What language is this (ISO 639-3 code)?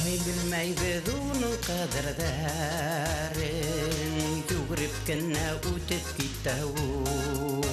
bak